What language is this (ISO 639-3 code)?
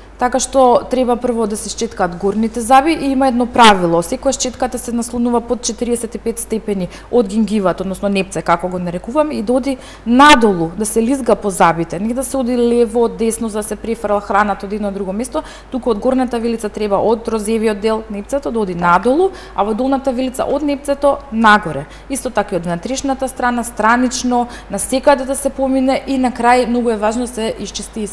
mkd